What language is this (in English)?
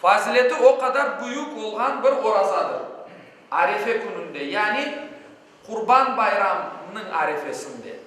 Crimean Tatar